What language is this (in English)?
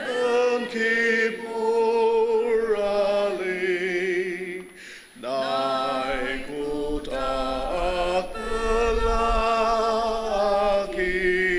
Ao Naga